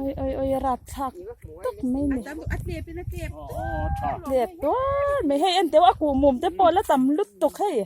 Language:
Mizo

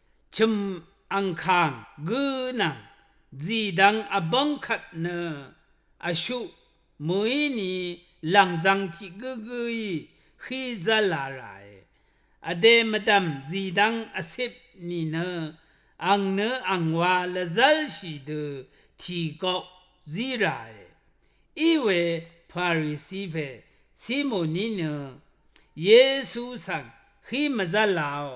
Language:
Rawang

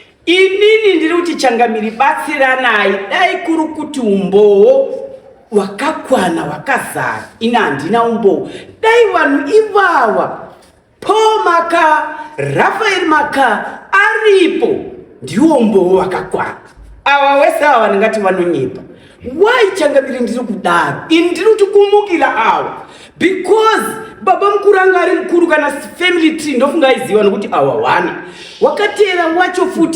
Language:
Shona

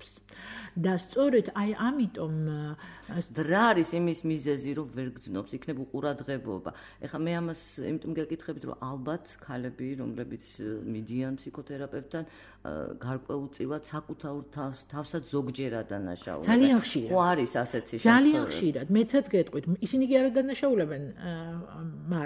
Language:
Georgian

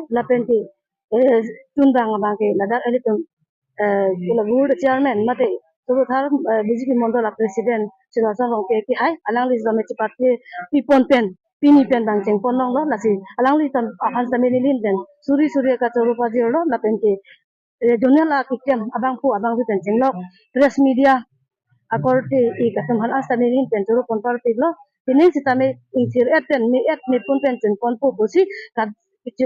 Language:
Karbi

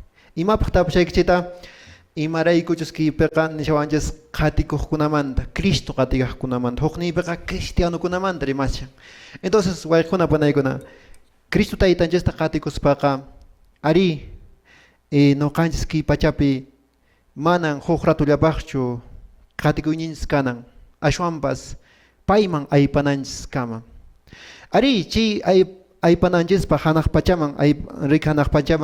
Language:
Quechua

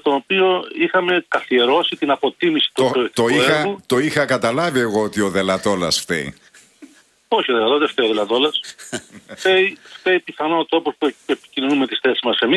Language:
Greek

